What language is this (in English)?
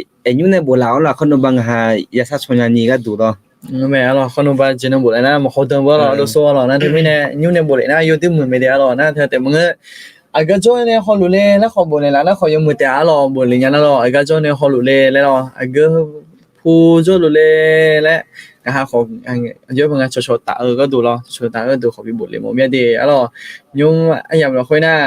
Akha